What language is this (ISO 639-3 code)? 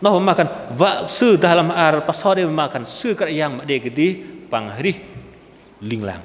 bdq